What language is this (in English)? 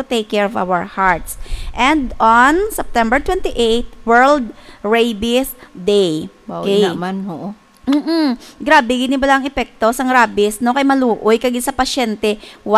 Hiligaynon